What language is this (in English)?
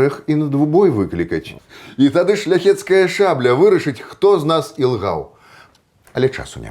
Belarusian